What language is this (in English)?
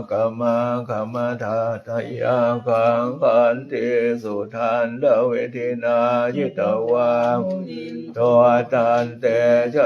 Pali